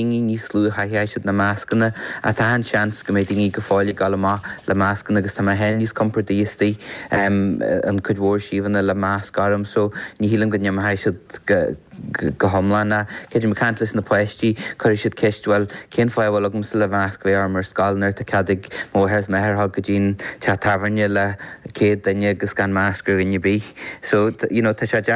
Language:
Irish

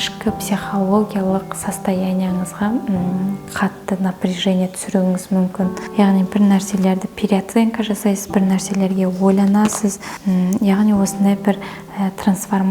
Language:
Kazakh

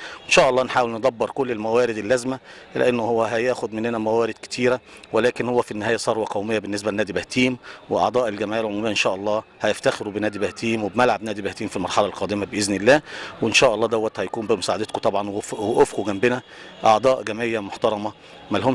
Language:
Egyptian Arabic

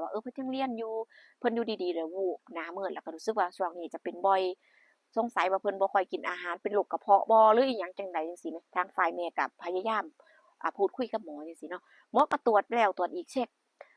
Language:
Northeastern Thai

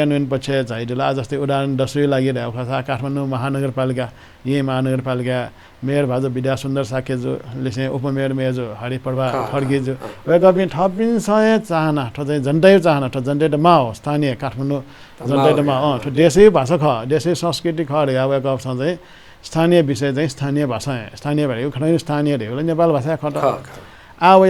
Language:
Newari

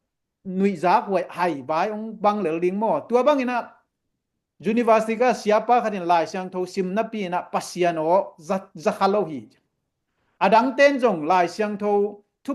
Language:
Tedim Chin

